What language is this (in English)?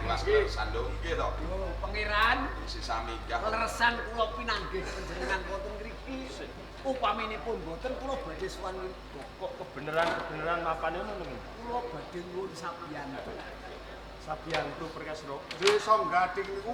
Javanese